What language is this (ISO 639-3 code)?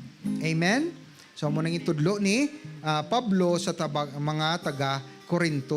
hil